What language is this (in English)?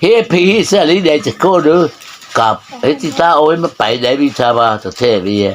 Mara Chin